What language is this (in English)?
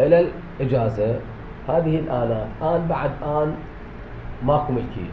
Mesopotamian Arabic